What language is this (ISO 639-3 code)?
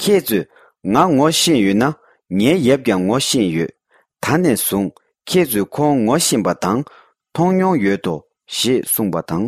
bod